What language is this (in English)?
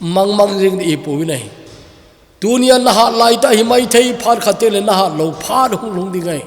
Thado Chin